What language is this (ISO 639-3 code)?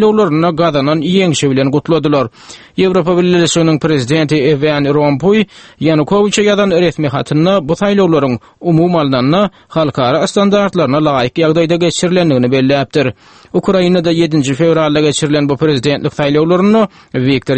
tuk